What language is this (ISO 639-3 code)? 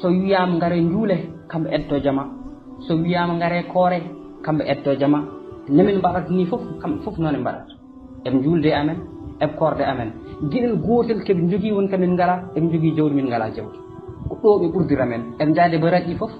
ful